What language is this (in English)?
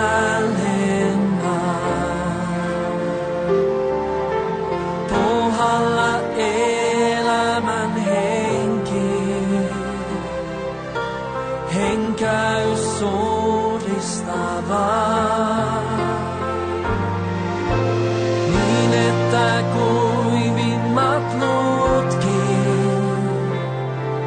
Finnish